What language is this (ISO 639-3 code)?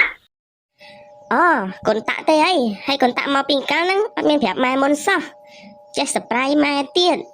khm